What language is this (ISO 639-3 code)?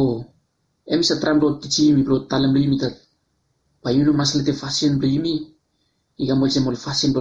bis